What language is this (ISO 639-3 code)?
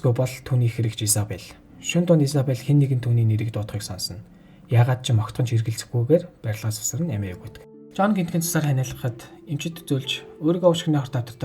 mon